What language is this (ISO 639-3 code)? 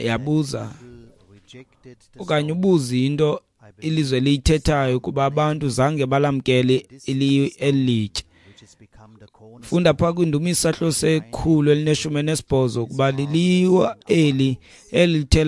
xho